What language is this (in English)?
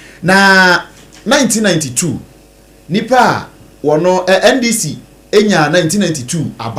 Akan